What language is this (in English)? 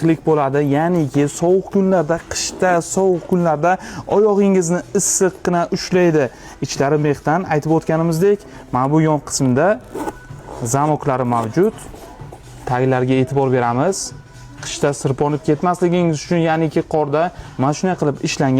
Uzbek